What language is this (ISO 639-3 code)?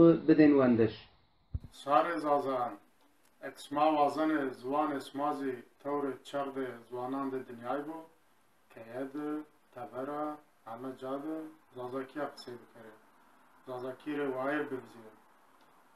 zza